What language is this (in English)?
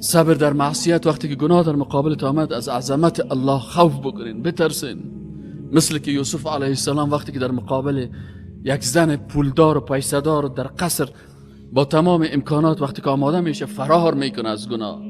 Persian